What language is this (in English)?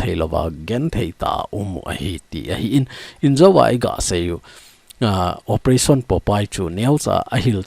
Thado Chin